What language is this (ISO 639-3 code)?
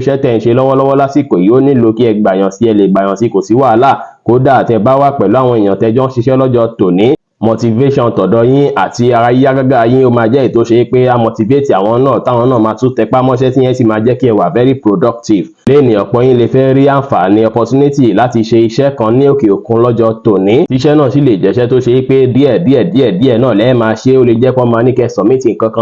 yor